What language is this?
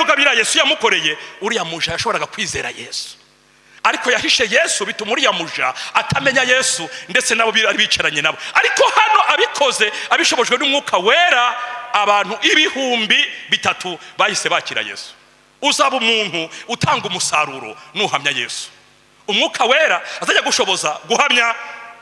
Kinyarwanda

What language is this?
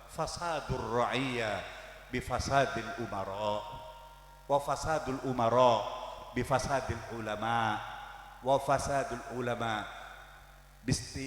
Madurese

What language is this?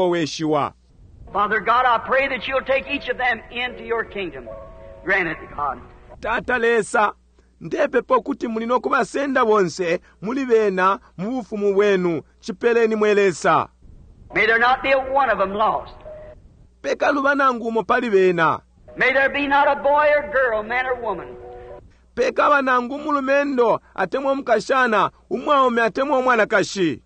Bemba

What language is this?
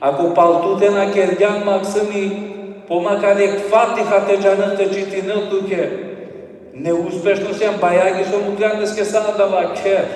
Balkan Romani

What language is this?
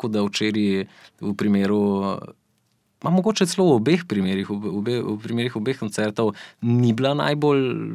Slovenian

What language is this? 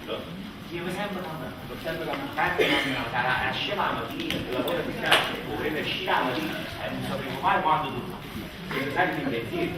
Neapolitan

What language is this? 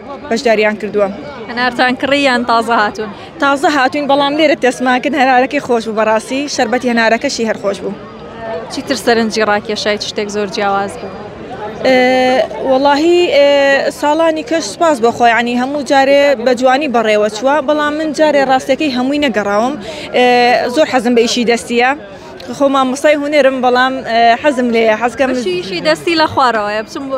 Central Kurdish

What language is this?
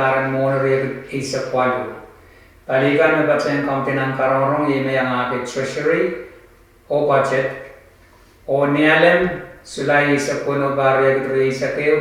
Pohnpeian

